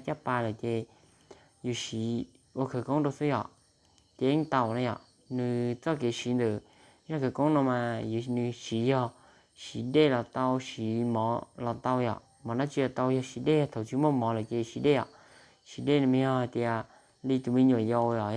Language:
Hmong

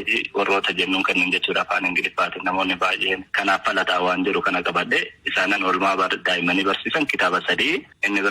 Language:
Oromo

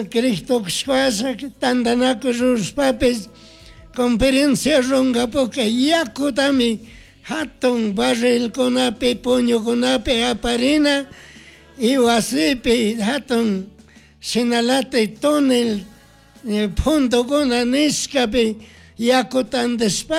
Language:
Chimborazo Highland Quichua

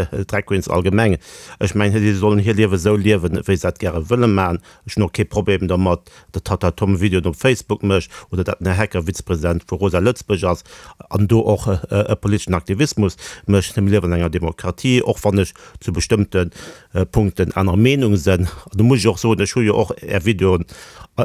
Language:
Luxembourgish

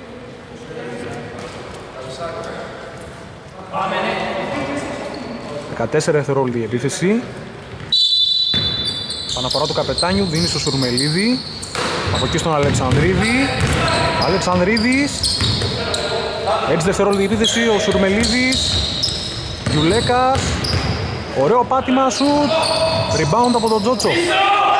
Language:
Greek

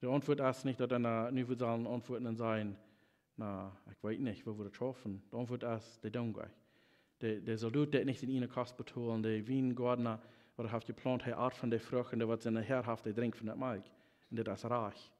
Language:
Plautdietsch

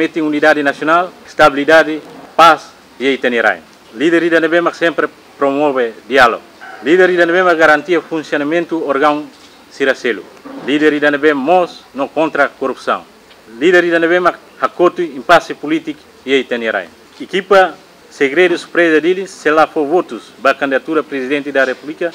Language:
Tetum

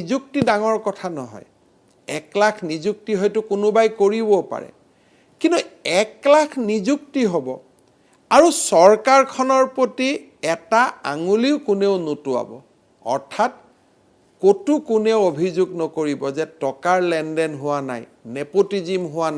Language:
Assamese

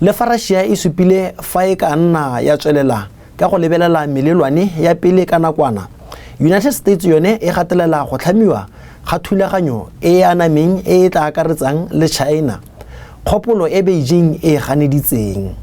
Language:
Tswana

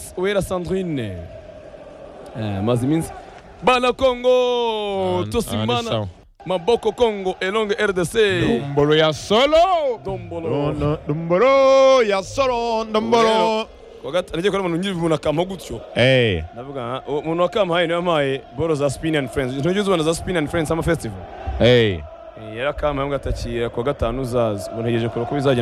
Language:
Kinyarwanda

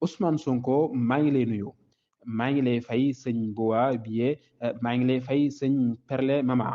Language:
Wolof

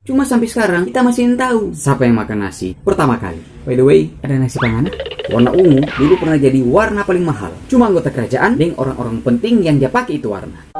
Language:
Manado Malay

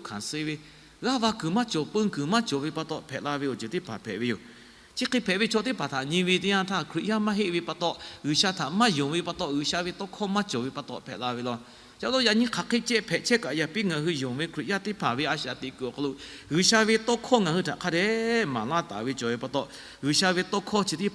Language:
Lahu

